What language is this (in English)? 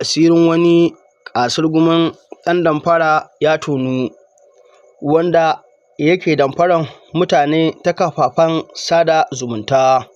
Hausa